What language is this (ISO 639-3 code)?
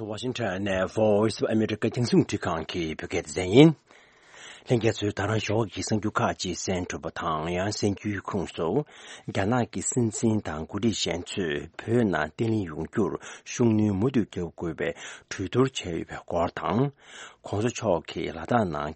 bod